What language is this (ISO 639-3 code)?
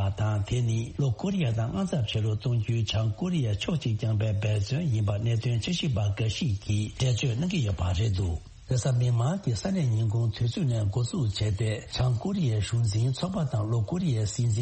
bod